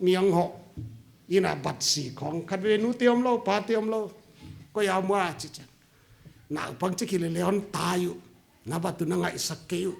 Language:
Paite Chin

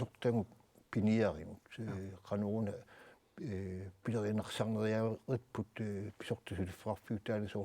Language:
Kalaallisut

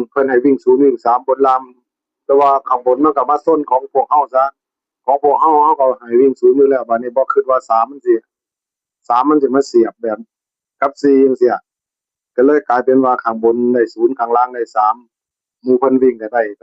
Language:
Northeastern Thai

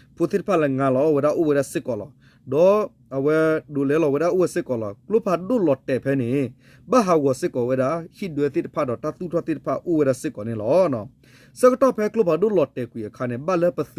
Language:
S'gaw Karen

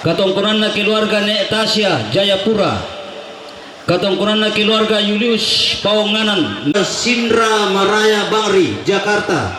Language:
Toraja-Sa'dan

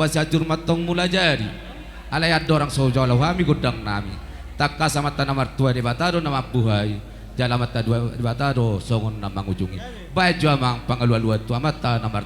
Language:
Batak Toba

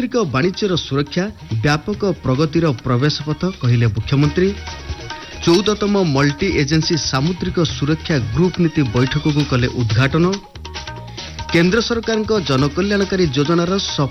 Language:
Odia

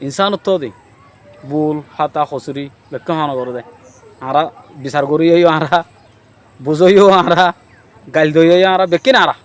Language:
Rohingya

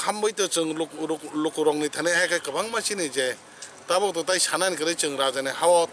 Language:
Kok Borok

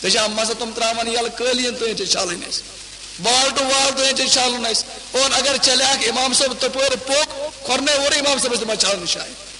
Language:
Kashmiri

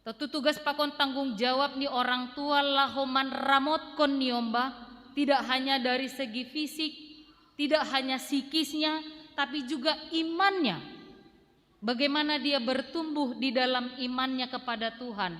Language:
Batak Simalungun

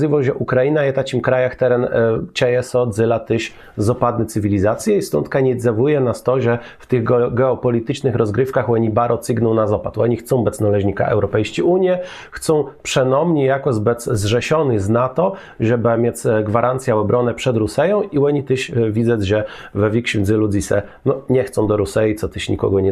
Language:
Kashubian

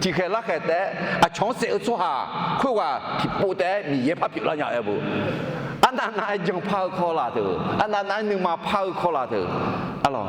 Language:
Akha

